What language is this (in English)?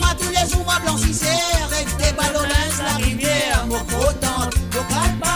Morisyen